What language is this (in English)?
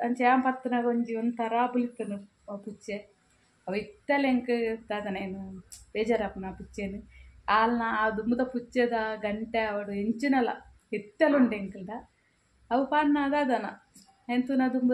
Tulu